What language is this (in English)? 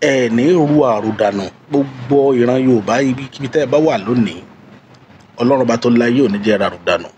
Yoruba